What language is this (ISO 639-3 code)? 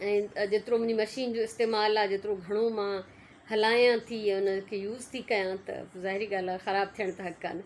snd